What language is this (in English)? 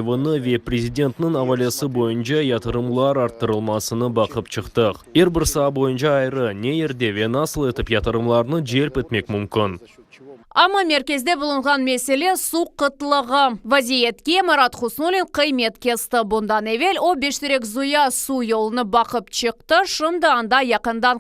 Crimean Tatar